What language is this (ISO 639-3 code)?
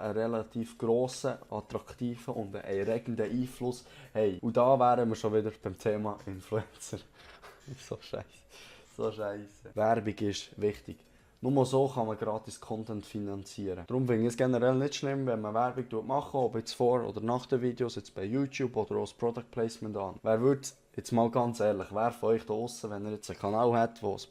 gsw